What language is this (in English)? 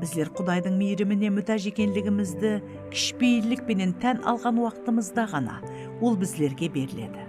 Kara-Kalpak